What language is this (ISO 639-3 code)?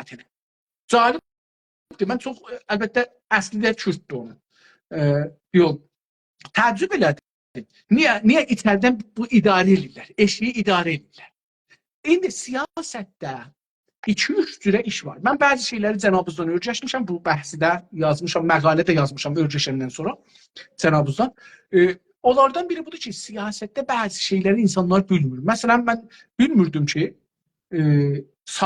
azb